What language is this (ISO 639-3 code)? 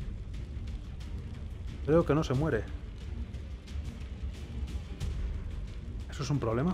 spa